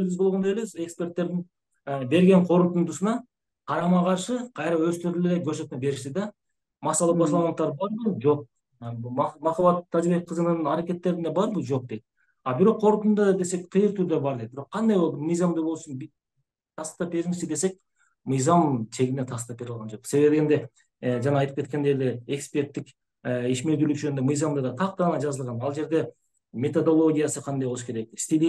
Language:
Kyrgyz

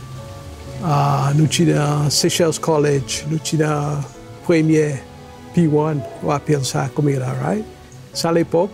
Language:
Seselwa Creole French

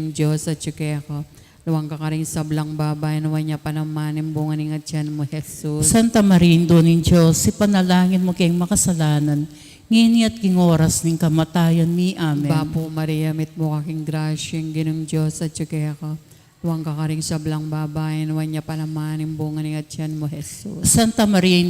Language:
Pampanga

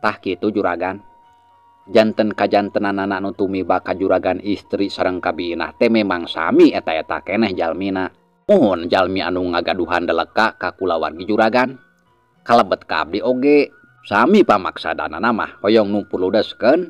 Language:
Sundanese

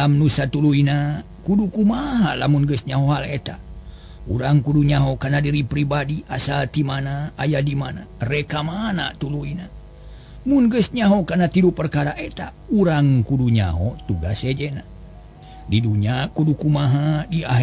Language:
Sundanese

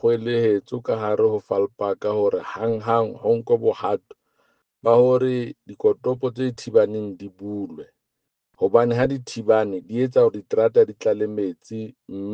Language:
Southern Sotho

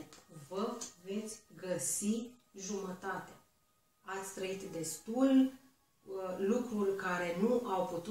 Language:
Romanian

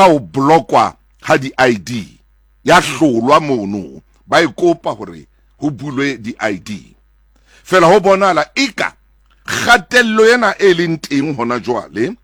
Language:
Southern Sotho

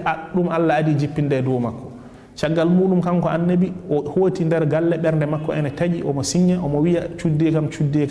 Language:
Fula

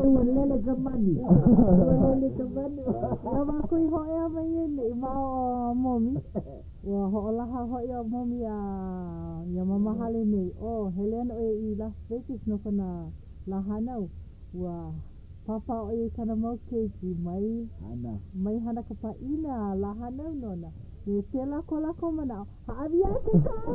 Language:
Hawaiian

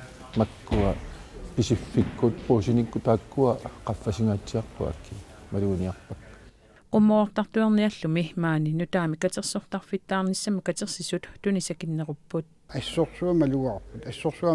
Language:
Kalaallisut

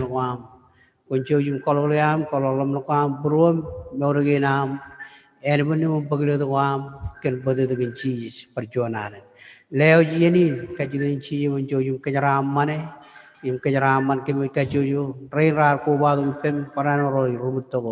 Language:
Marshallese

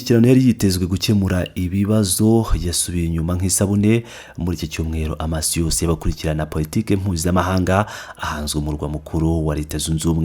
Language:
Kinyarwanda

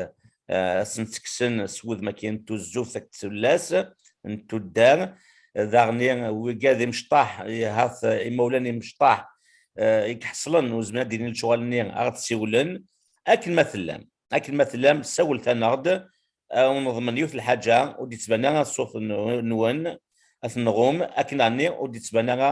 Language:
Kabyle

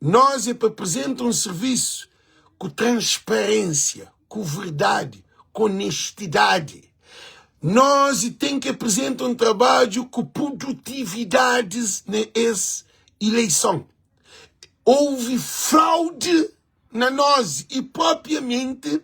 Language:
Kabuverdianu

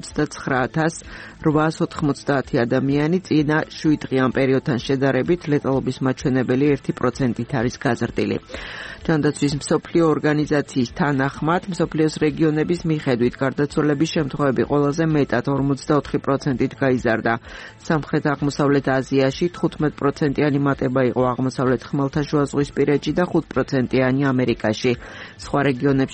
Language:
Georgian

